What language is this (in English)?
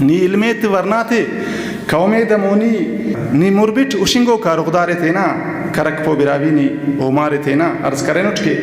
Brahui